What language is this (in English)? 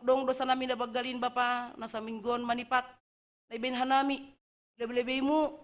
Batak Simalungun